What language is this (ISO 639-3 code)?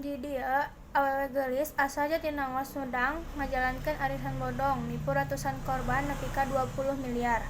sun